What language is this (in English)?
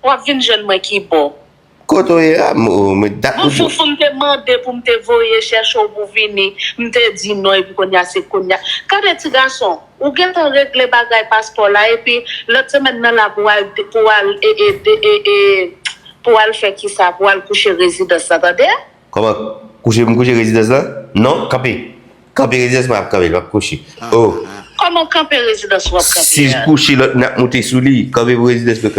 Haitian Creole